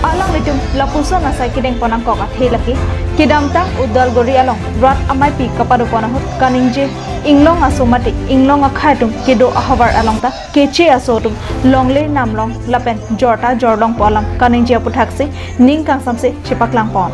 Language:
Karbi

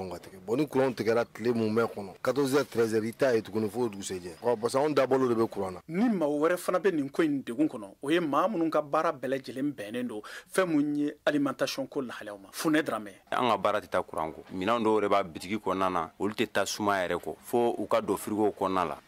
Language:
Bambara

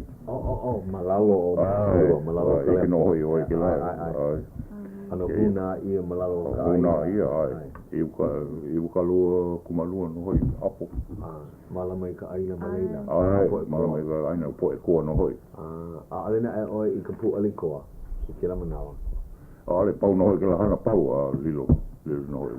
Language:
Hawaiian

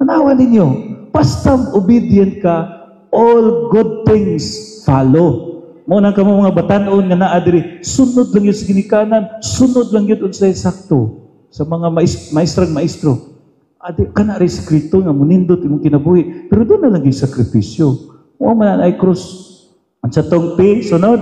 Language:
Cebuano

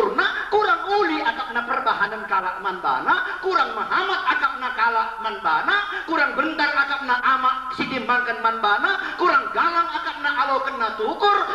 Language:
Batak Karo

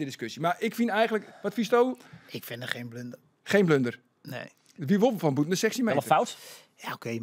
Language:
Western Frisian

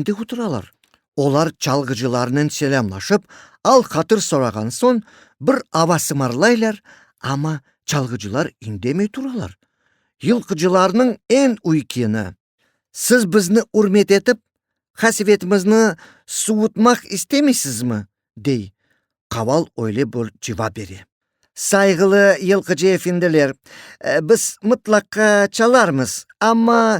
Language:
Crimean Tatar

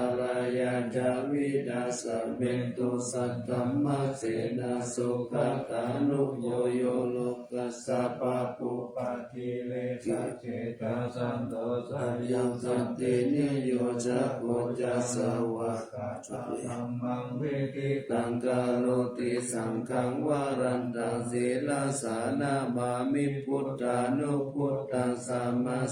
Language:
Pali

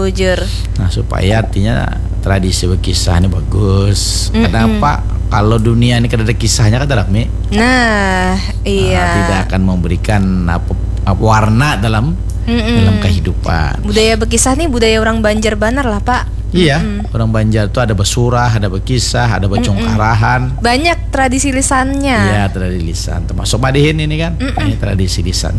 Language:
Banjar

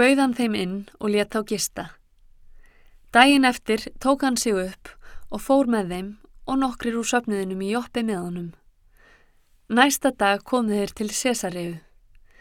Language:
Icelandic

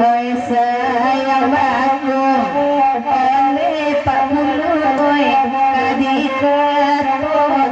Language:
Minangkabau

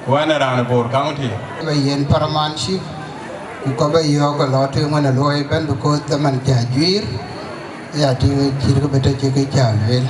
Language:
Dinka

